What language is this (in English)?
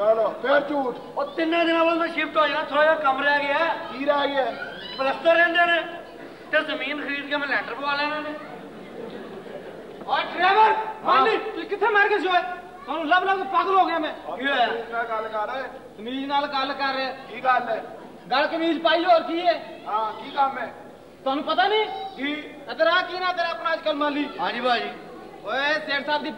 Punjabi